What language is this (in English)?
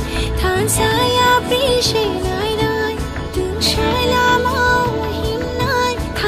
Kok Borok